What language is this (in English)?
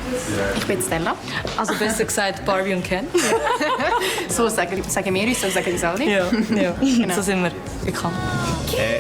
Swiss German